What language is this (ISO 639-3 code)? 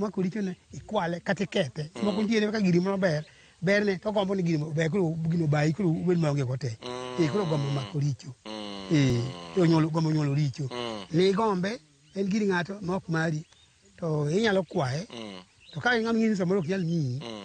luo